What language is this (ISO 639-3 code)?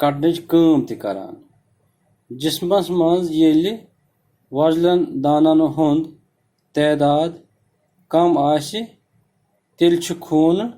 kas